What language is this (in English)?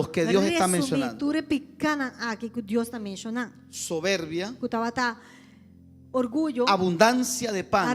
Papiamento